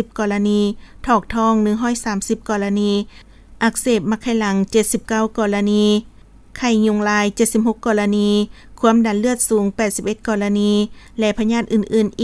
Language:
Lao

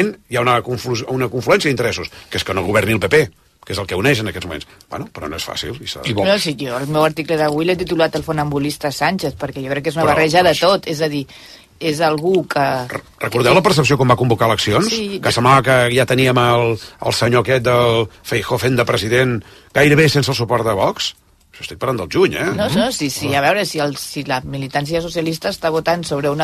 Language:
Catalan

